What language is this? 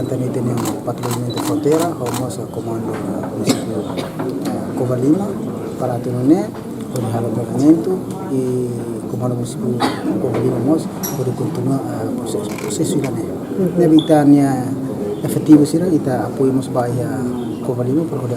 Tetum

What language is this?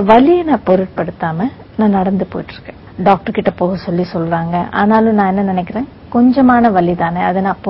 Tamil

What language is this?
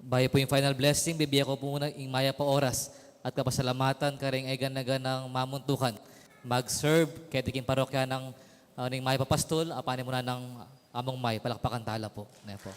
Pampanga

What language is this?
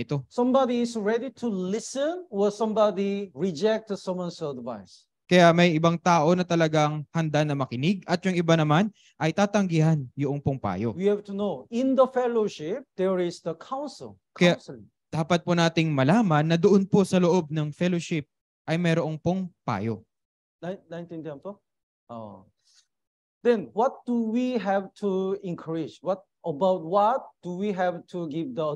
Filipino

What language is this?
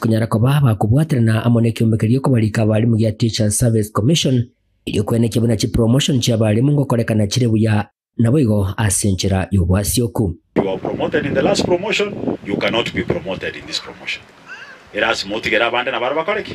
Gusii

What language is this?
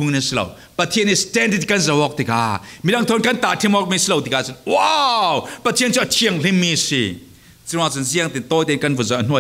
Falam Chin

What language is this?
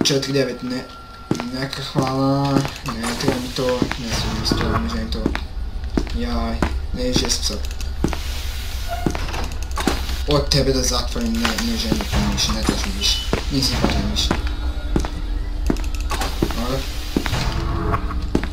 Croatian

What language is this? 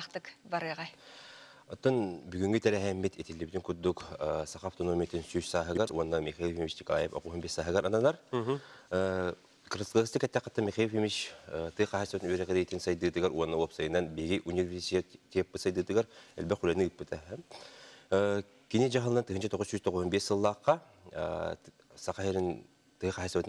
Yakut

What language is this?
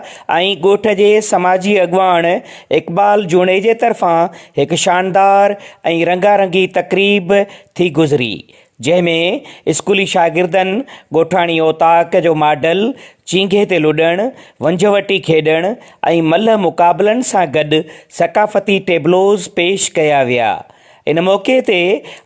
Sindhi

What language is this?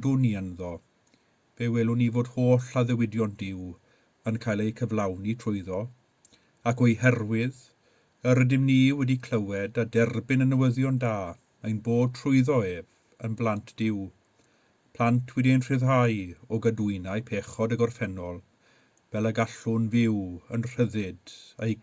Welsh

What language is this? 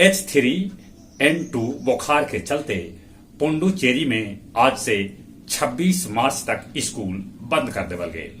Magahi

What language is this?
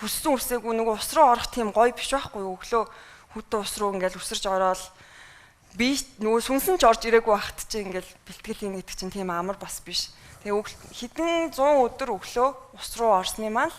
Mongolian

